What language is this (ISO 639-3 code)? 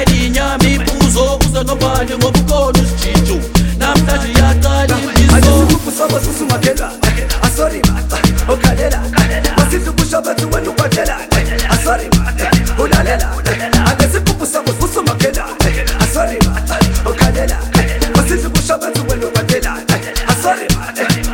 zul